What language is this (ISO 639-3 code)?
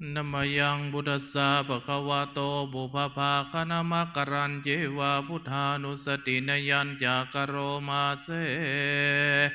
pli